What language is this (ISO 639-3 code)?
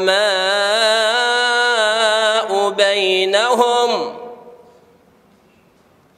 acm